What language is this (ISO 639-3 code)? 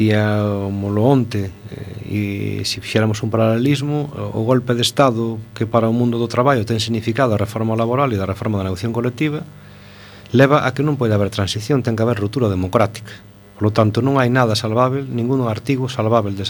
glg